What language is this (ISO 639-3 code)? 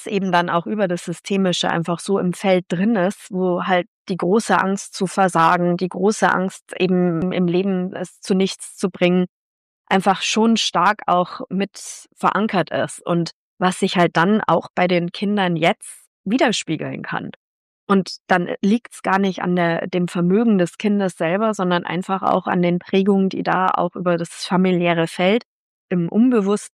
deu